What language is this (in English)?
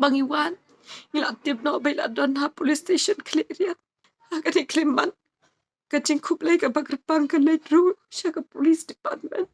Khasi